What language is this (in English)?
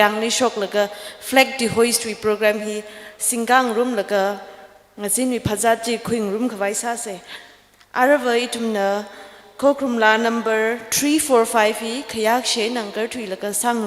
Tangkhul Naga (India)